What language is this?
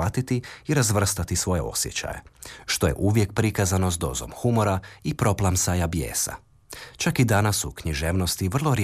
Croatian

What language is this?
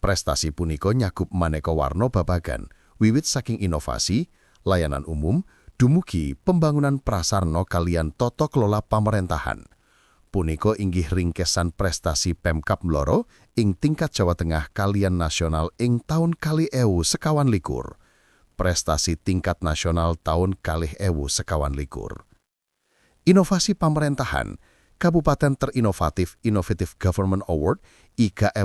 Javanese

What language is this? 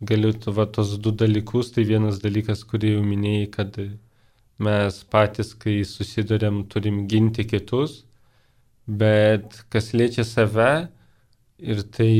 Lithuanian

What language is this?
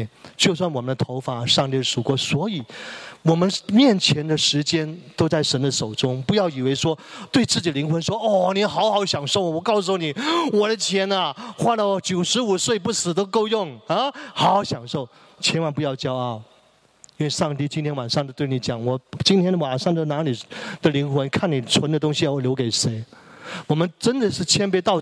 Chinese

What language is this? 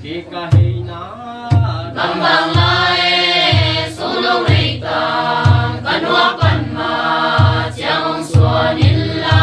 Tedim Chin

